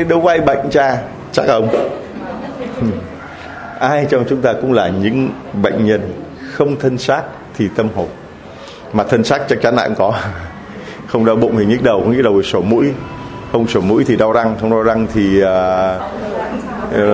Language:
Vietnamese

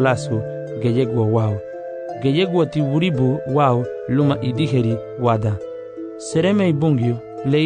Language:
Garifuna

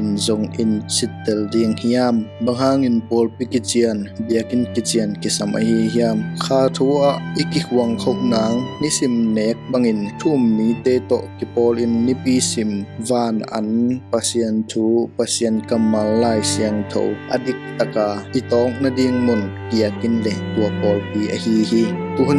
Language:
Tedim Chin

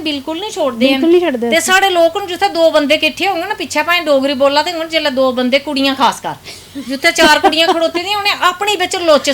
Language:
Dogri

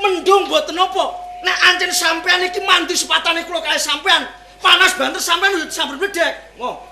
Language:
Javanese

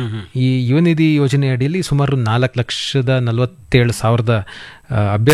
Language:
Kannada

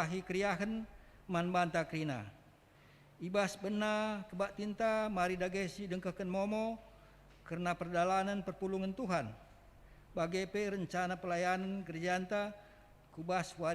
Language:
Batak Karo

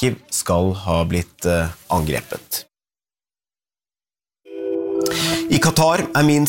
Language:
Norwegian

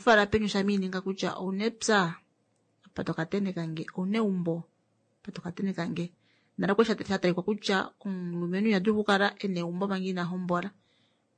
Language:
Kuanyama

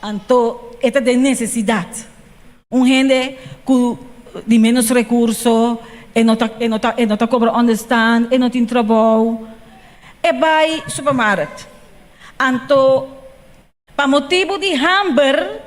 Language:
Papiamento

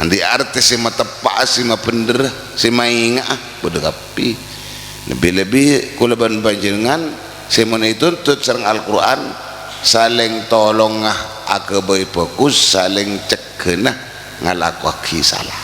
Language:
Madurese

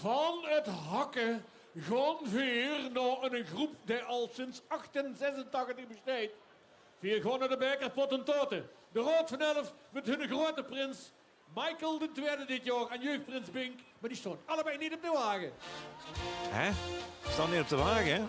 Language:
Limburgish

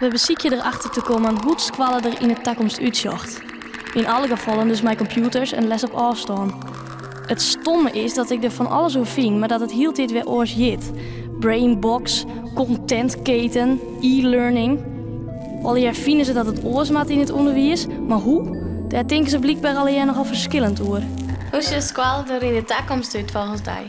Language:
Western Frisian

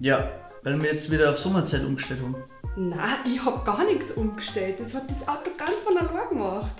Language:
Bavarian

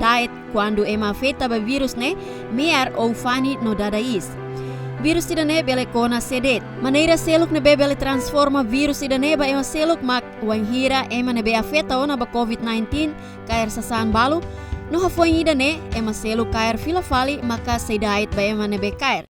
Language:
Tetum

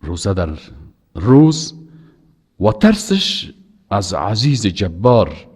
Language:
Persian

